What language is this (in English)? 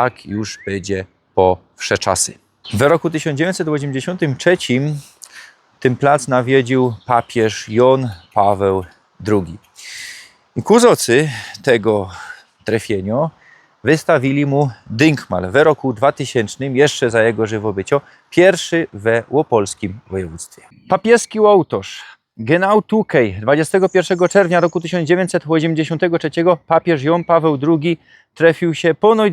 Silesian